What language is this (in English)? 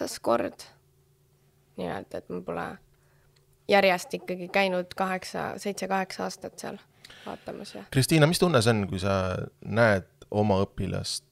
Estonian